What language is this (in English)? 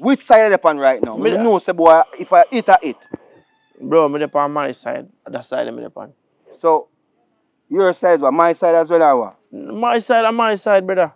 Jamaican Creole English